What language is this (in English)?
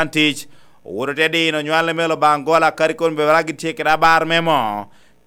Lango (Uganda)